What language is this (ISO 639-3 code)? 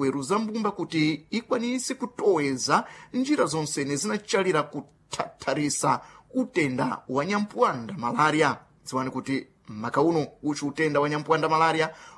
seh